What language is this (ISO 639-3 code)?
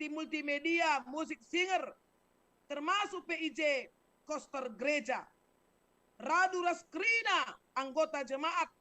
btx